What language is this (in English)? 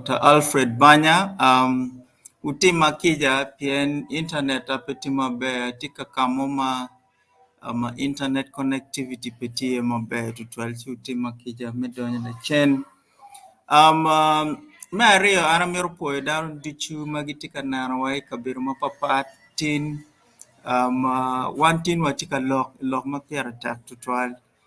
Acoli